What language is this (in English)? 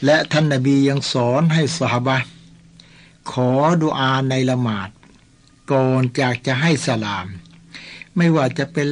Thai